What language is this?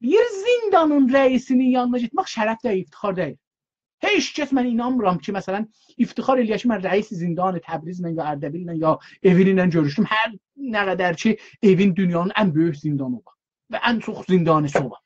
South Azerbaijani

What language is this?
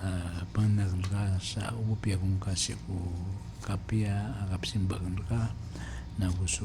Maranao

